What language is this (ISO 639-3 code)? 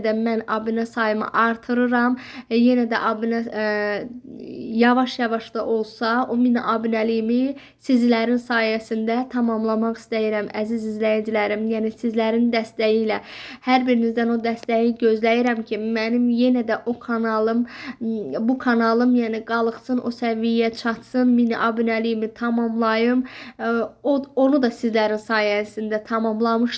aze